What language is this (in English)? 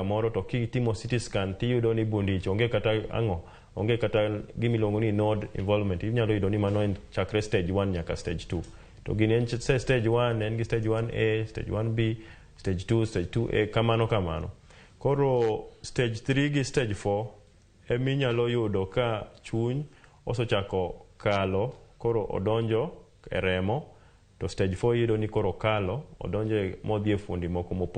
Luo (Kenya and Tanzania)